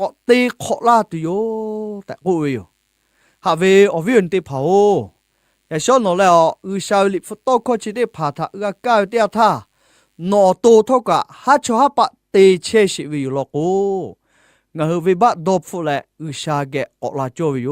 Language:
Lahu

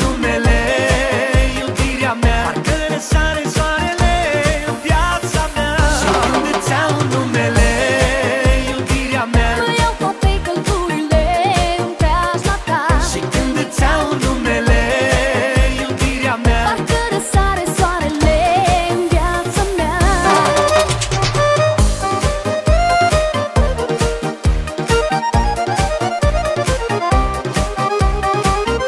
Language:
Romanian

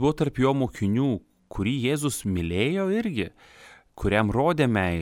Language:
Lithuanian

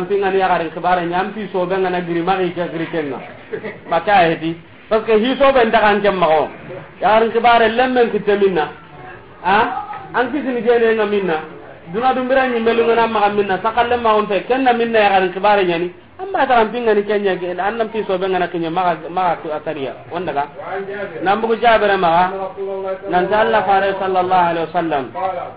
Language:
Soninke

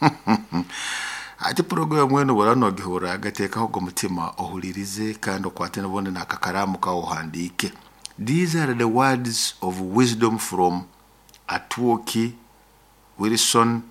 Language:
Nyoro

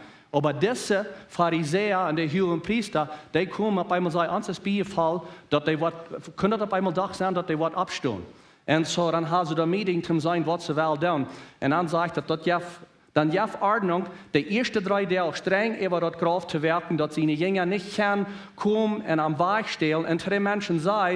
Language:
Plautdietsch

